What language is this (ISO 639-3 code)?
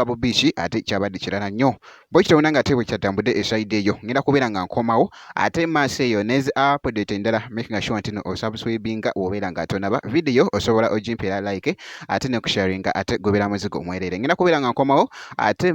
lug